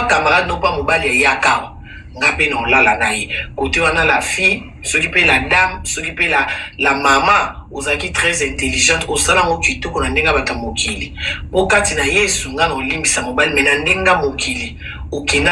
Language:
Lingala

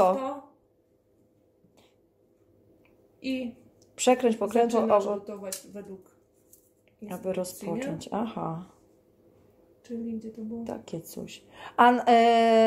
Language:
Polish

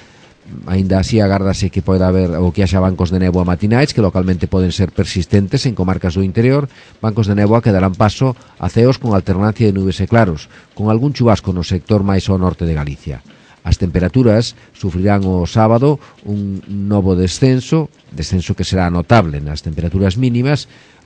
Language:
Galician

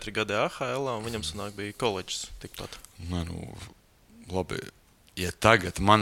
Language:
Latvian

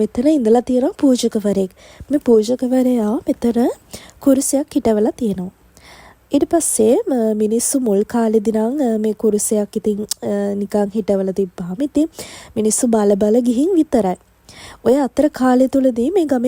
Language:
Sinhala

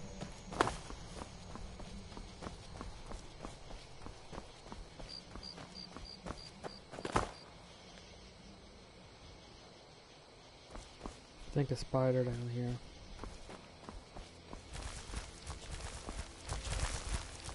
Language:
English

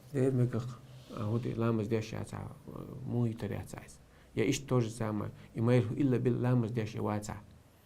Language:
Chechen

